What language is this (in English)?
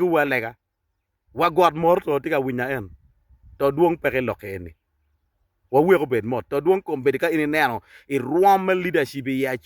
Acoli